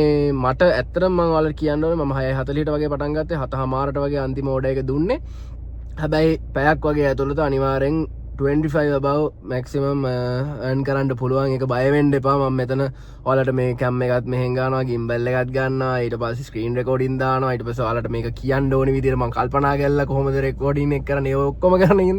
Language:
Sinhala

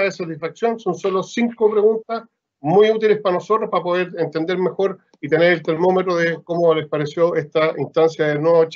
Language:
Spanish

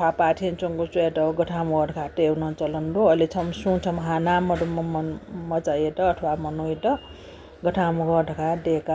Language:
Newari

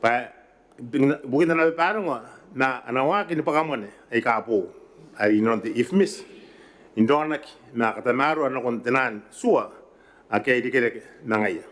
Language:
Gilbertese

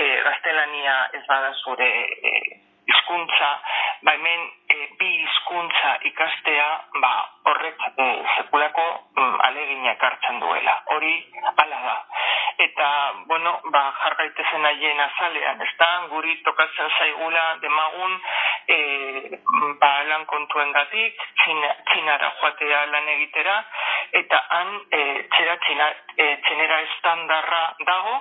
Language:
Basque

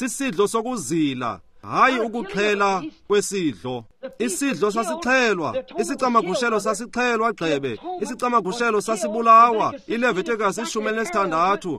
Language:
Xhosa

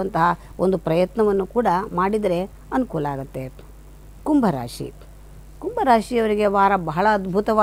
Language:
Kannada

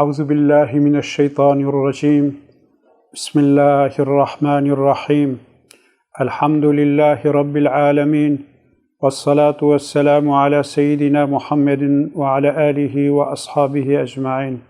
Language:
Kurdish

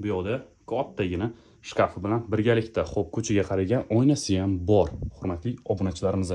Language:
Uzbek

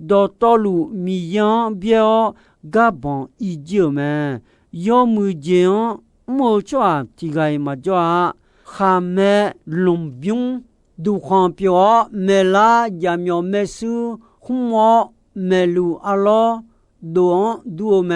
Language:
Akha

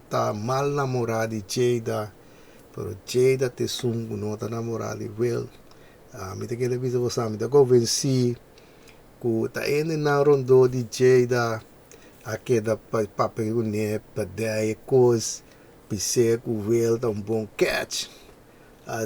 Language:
Papiamento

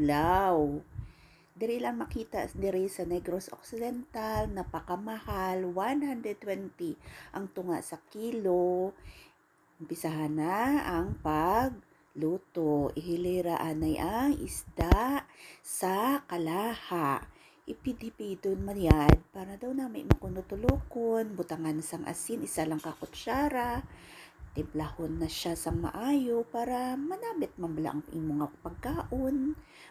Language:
Hiligaynon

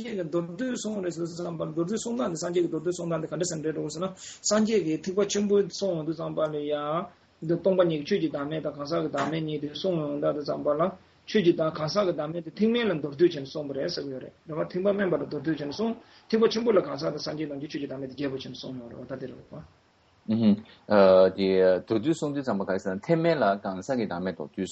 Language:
Chinese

